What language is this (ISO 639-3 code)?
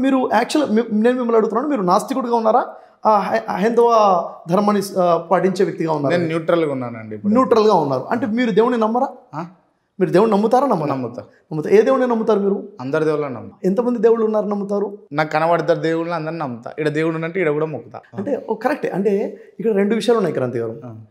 tel